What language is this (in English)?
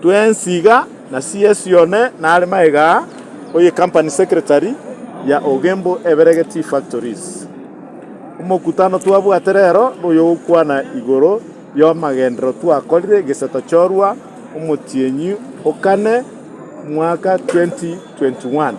Gusii